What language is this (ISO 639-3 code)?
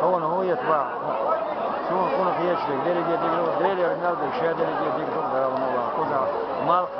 che